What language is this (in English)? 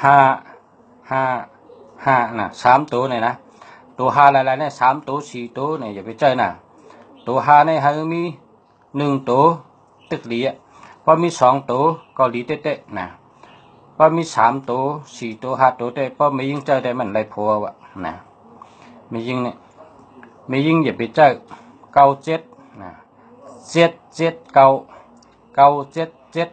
Shan